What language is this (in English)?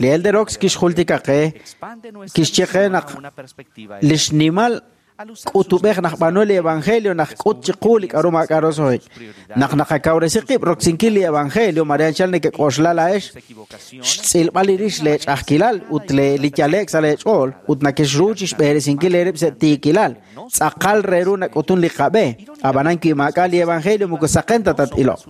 Kekchí